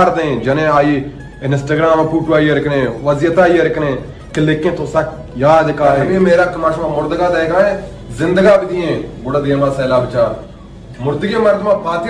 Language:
Baluchi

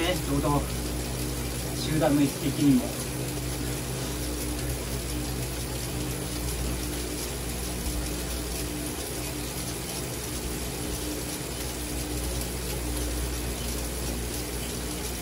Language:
Japanese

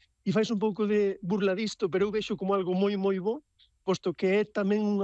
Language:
Galician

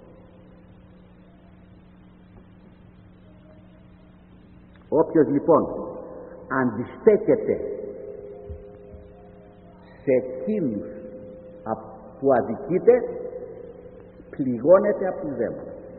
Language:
Greek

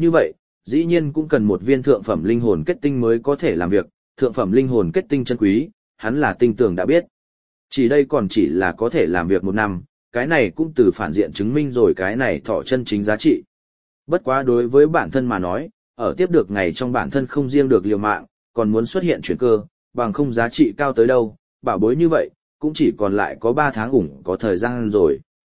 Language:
Vietnamese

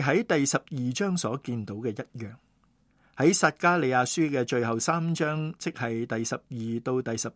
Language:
Cantonese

